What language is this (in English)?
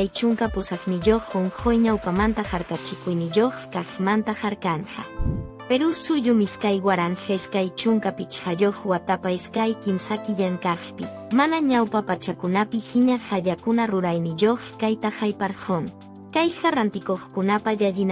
Quechua